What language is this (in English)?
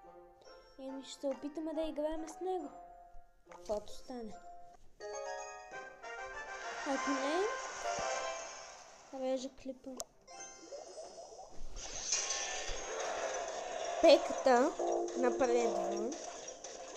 Bulgarian